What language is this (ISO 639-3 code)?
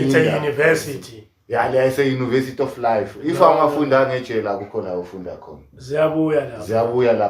zul